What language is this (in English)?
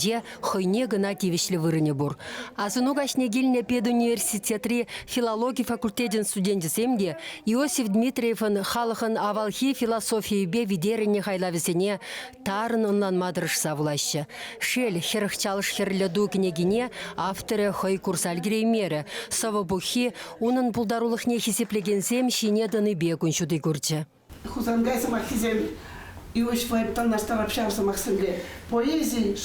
Chuvash